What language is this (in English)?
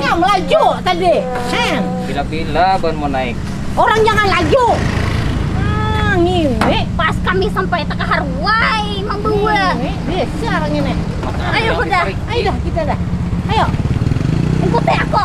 Banjar